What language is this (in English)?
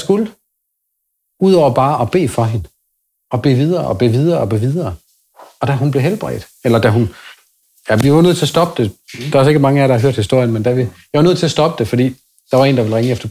Danish